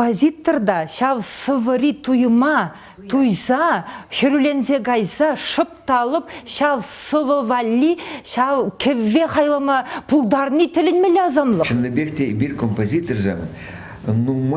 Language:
Chuvash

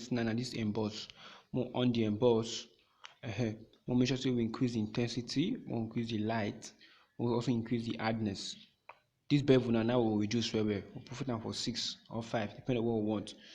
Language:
Nigerian Pidgin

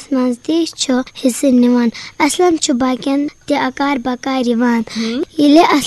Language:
Kashmiri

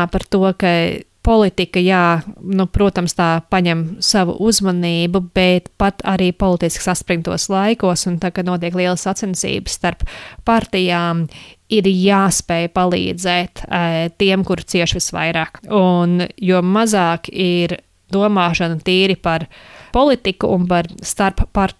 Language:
Latvian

